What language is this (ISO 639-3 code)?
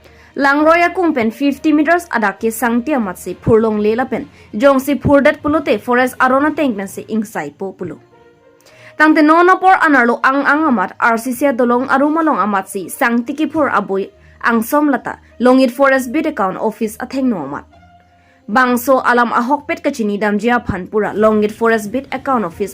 mjw